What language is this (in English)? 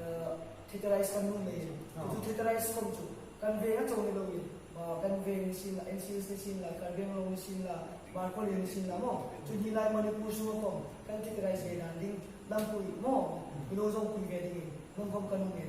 Hmar